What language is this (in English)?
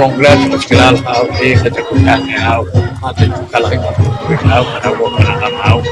Poqomchi'